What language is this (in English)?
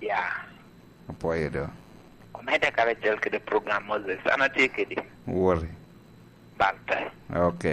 Lango (Uganda)